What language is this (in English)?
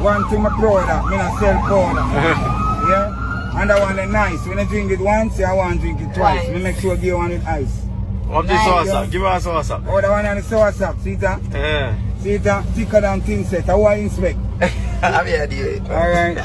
Jamaican Creole English